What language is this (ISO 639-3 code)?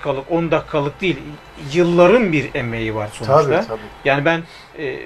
tur